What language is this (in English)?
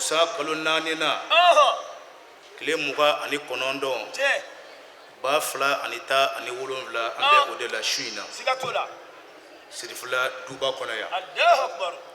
Bambara